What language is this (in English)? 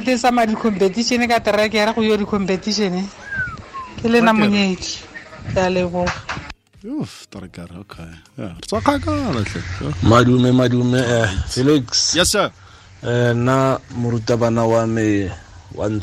Tswana